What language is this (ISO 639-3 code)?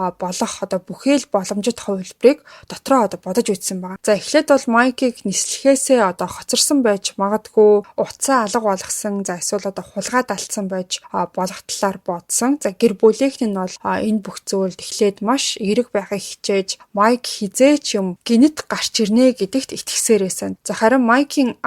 mon